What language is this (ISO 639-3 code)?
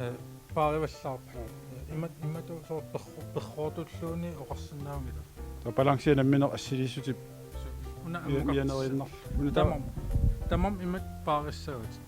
kal